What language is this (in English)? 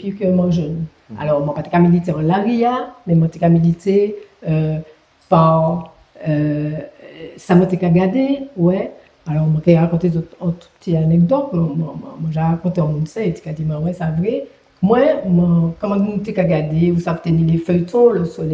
Guadeloupean Creole French